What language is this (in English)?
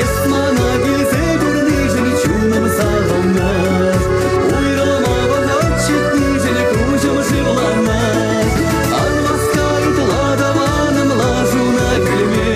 Chuvash